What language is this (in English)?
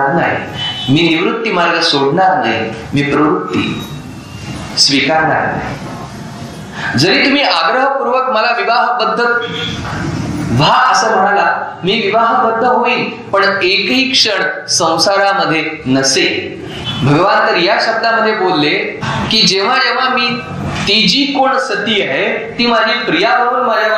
Marathi